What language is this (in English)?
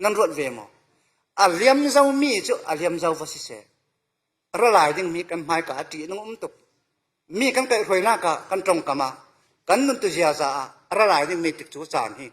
Falam Chin